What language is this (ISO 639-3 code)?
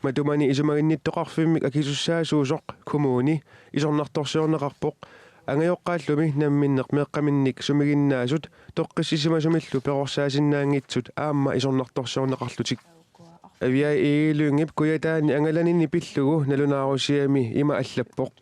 kal